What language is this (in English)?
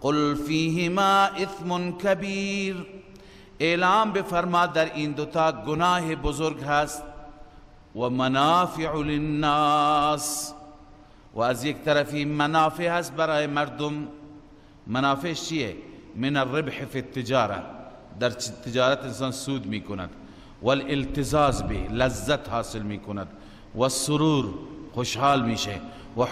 Persian